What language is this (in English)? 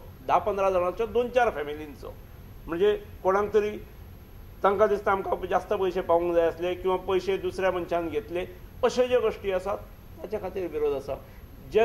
Konkani